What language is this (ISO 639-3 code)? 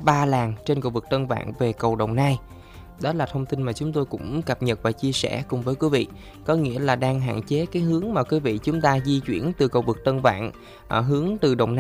vie